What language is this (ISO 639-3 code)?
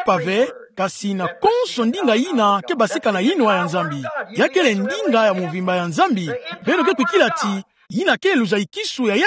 ktu